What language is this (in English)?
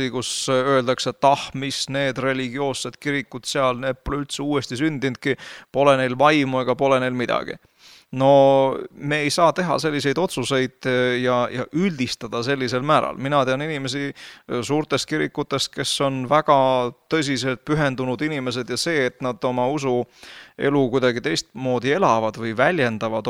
Estonian